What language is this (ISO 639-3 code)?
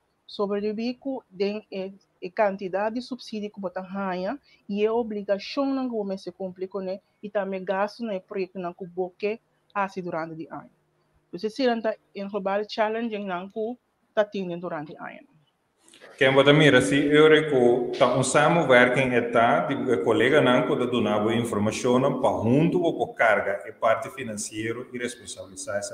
pap